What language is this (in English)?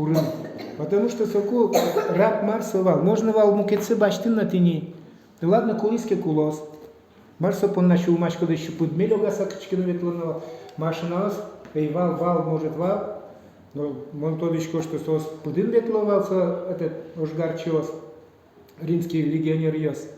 Udmurt